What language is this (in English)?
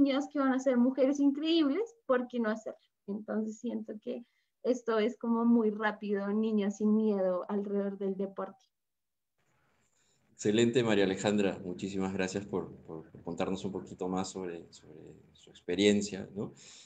Spanish